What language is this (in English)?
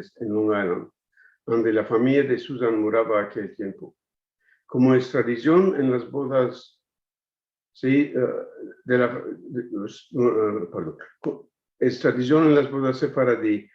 Ladino